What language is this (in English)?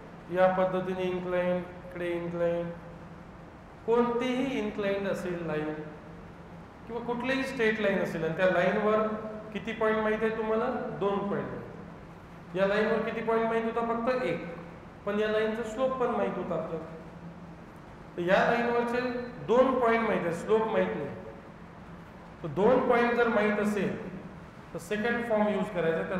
Marathi